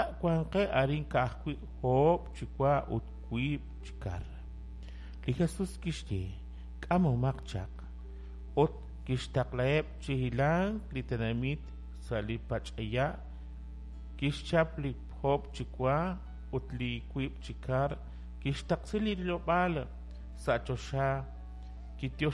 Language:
Kekchí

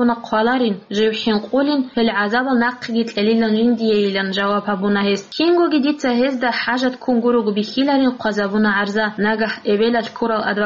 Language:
Avaric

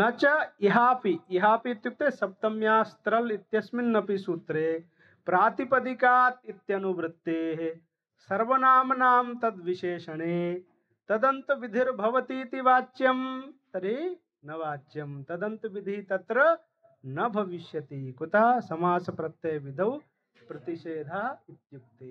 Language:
Sanskrit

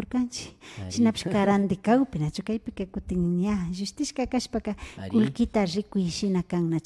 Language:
Imbabura Highland Quichua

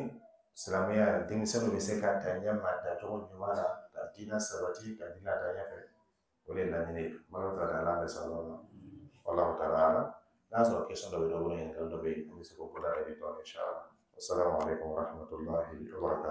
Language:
Dyula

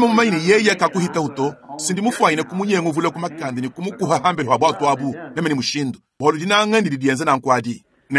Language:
Luba-Lulua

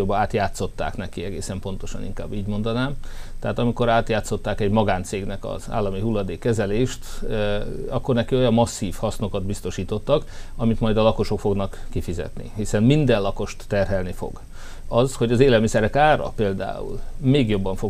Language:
Hungarian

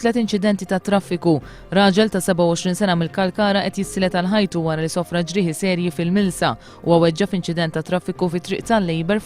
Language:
Maltese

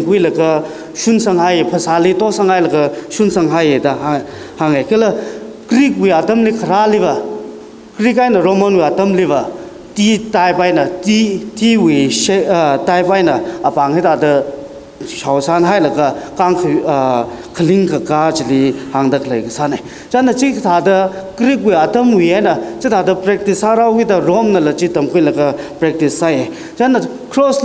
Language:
Tangkhul Naga (India)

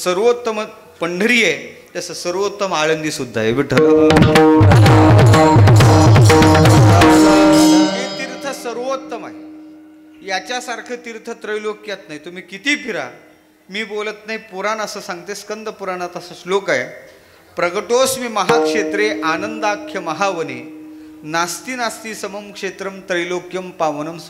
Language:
Marathi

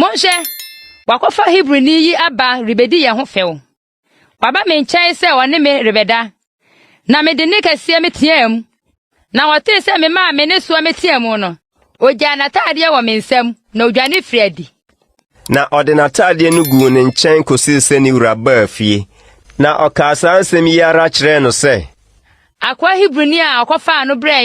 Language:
Akan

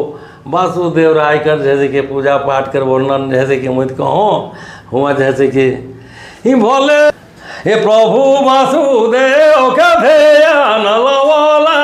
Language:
Sadri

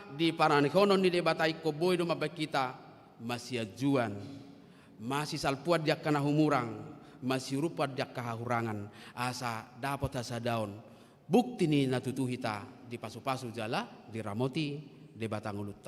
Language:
Batak Toba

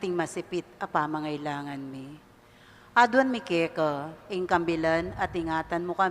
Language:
Pampanga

